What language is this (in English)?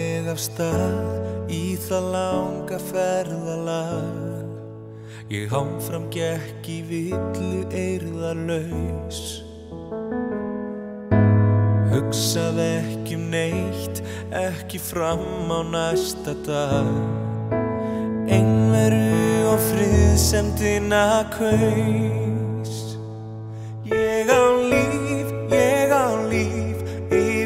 Icelandic